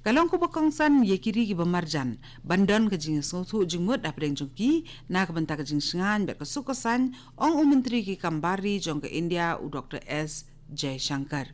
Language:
Khasi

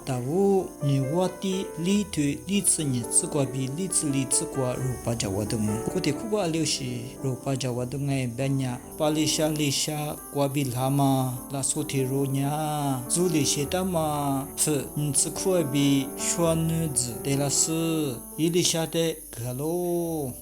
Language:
Lisu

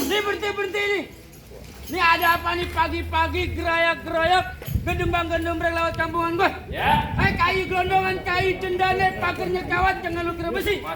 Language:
Betawi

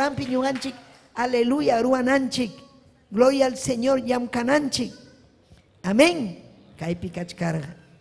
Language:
Ayacucho Quechua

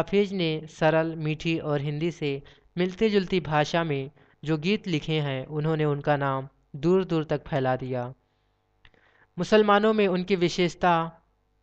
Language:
Hindi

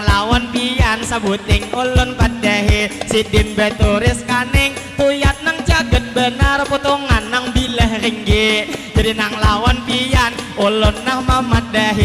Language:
Banjar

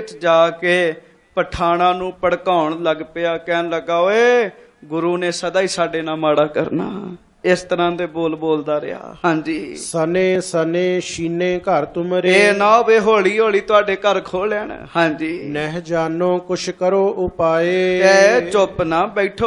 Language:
Punjabi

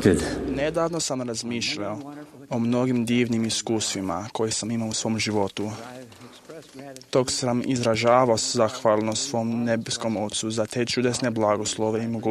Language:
Croatian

